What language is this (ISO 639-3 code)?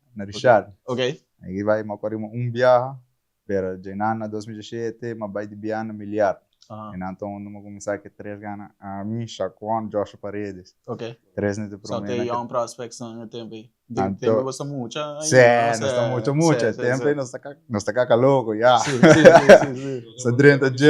pap